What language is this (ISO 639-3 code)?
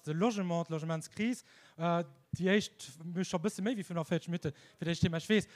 ltz